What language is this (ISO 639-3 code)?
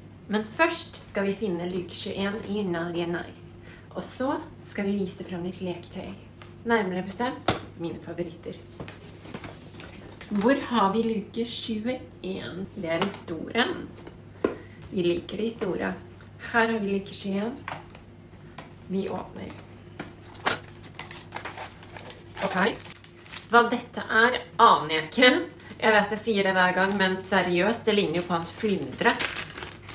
nor